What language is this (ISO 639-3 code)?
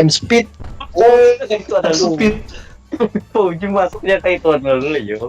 bjn